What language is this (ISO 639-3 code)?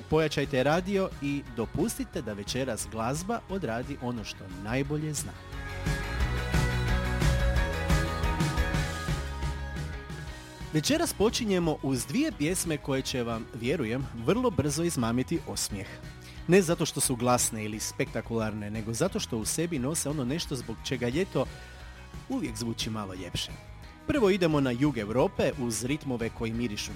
hrv